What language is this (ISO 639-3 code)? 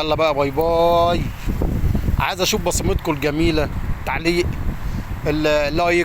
arz